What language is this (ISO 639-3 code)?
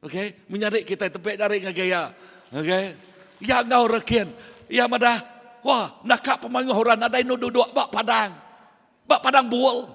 iba